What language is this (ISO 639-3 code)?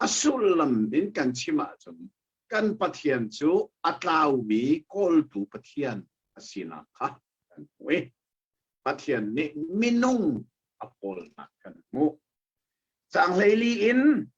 cnh